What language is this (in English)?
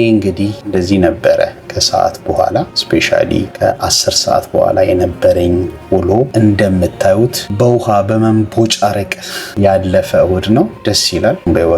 Amharic